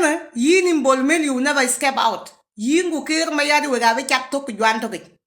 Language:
Nuer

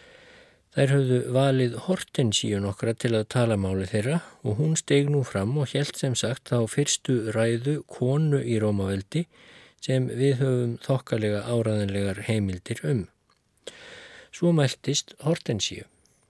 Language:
Icelandic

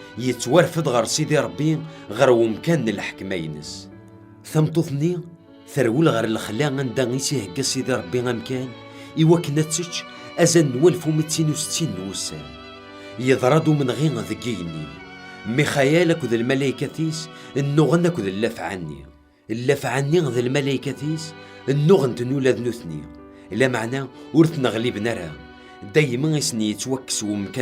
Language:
Kabyle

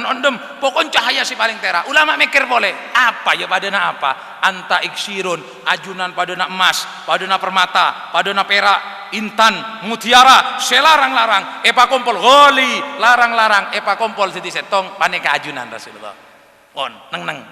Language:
Madurese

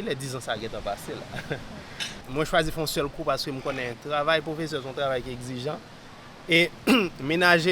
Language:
Haitian Creole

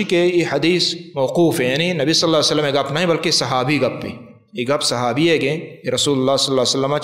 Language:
Baluchi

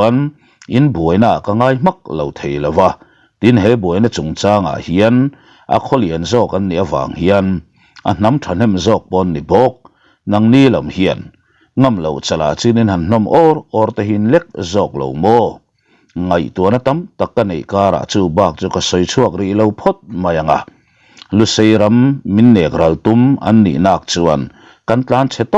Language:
Mizo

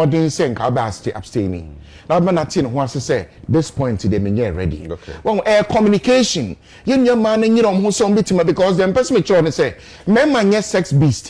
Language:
Akan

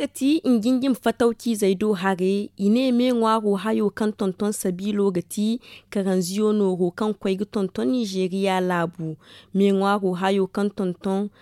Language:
Zarma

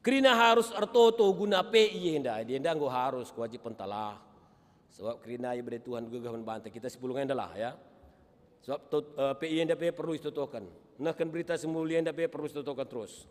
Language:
Batak Karo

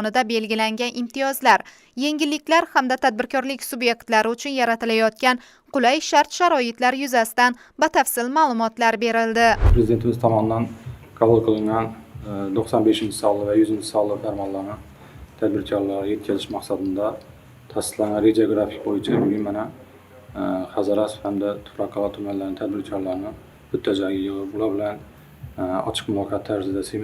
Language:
Uzbek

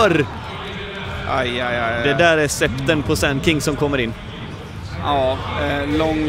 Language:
Swedish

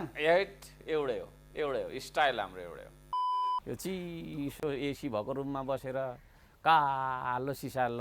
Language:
Nepali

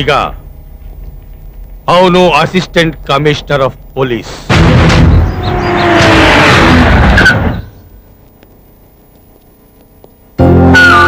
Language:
Kannada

